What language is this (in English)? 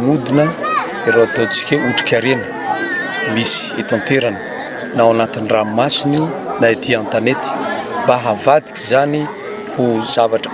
Malagasy